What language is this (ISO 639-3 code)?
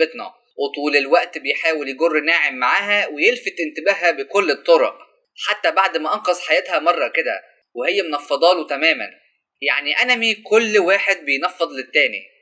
arz